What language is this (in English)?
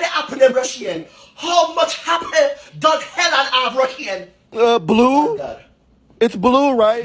Jamaican Creole English